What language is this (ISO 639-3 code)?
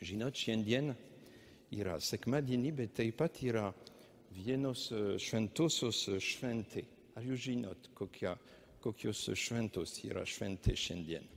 lit